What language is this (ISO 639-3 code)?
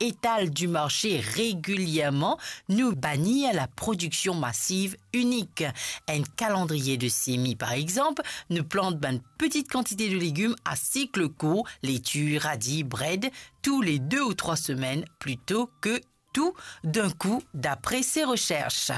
mfe